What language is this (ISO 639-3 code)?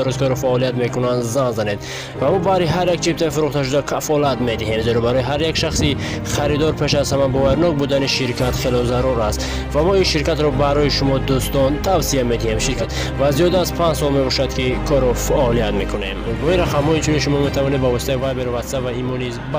tgk